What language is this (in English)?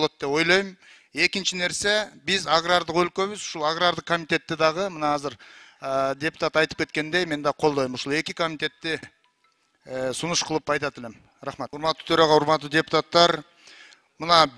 Kyrgyz